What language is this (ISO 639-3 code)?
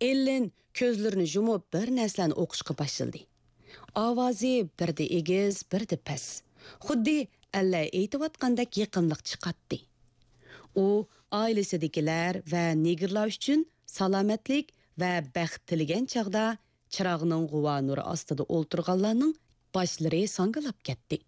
uig